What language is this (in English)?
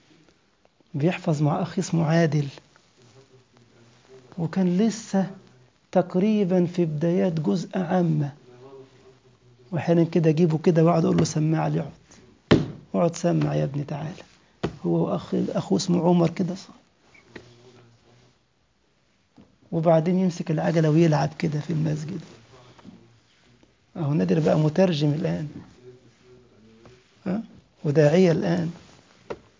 Egyptian Arabic